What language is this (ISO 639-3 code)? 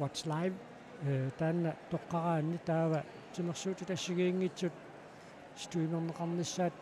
kal